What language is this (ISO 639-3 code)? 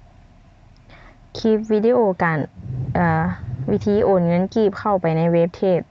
lao